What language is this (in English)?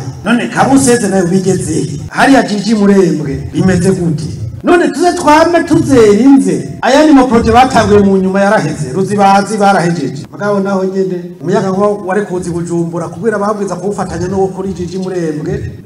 Rundi